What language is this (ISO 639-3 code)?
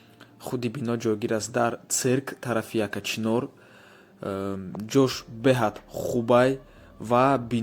tgk